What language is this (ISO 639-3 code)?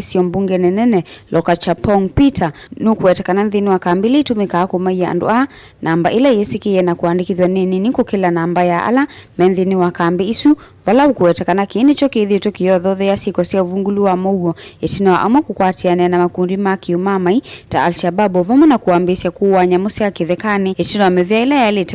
kam